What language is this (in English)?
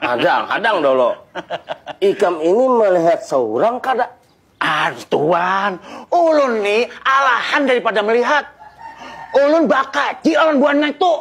Banjar